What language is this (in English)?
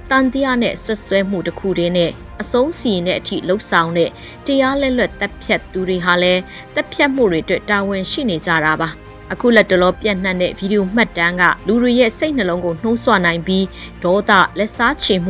Burmese